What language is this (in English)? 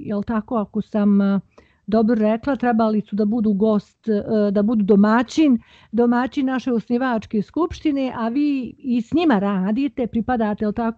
Bosnian